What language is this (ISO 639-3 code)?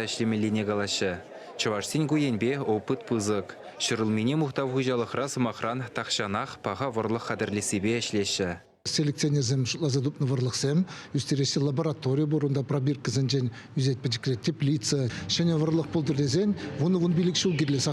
chv